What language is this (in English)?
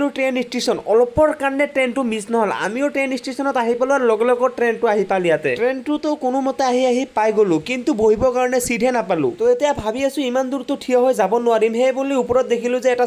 Assamese